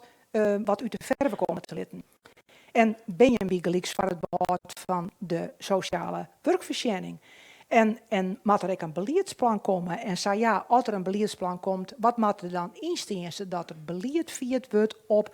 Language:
Western Frisian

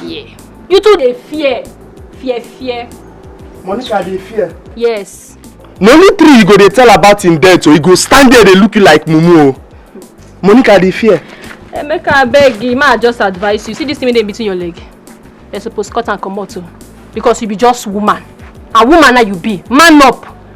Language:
Nigerian Pidgin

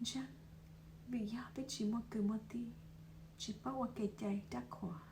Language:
Hmong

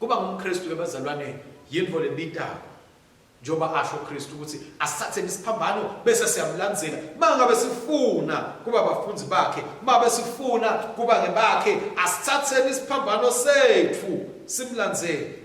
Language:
Swati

